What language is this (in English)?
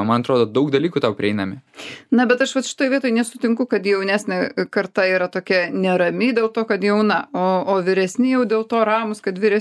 Lithuanian